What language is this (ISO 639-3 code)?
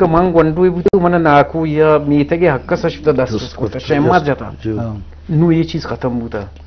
bgp